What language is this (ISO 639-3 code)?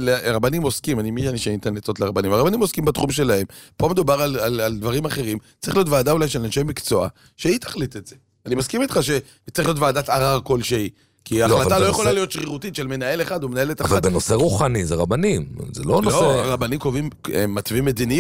heb